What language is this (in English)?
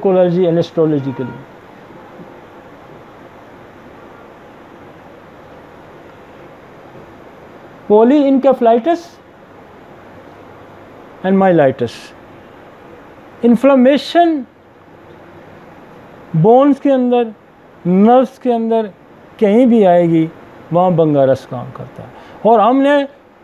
Hindi